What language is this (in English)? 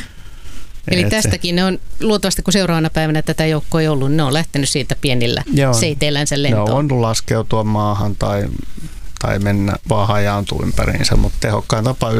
Finnish